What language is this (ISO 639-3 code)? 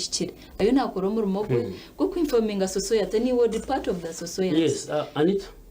nyn